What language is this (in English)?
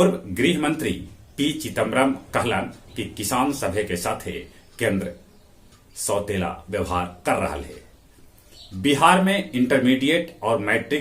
Magahi